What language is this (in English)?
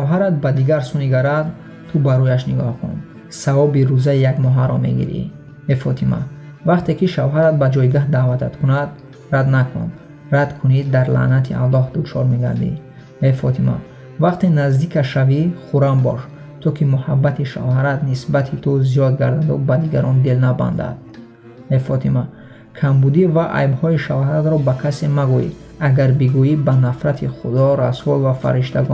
Tajik